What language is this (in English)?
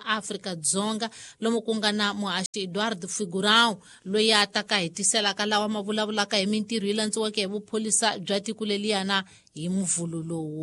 Tsonga